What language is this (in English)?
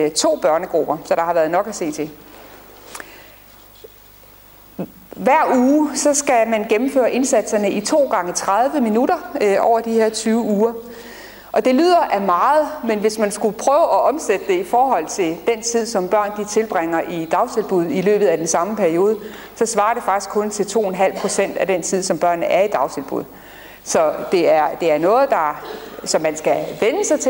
Danish